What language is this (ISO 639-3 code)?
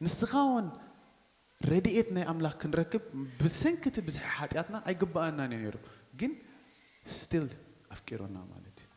tir